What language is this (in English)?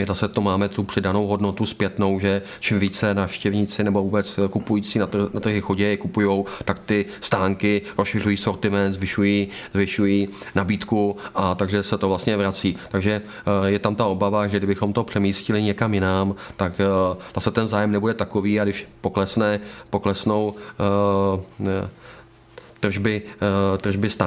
Czech